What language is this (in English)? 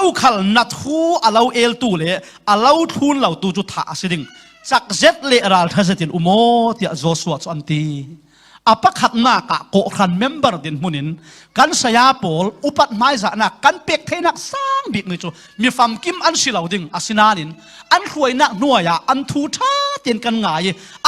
Falam Chin